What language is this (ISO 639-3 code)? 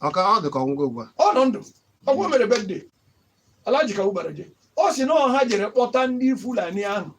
ibo